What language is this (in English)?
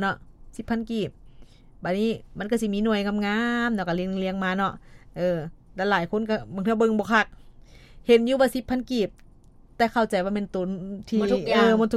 Lao